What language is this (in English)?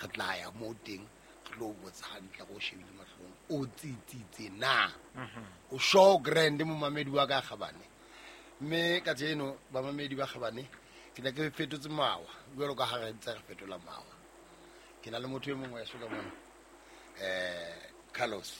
Southern Sotho